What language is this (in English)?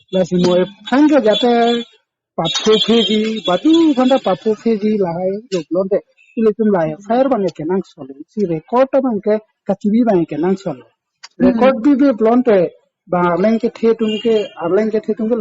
Karbi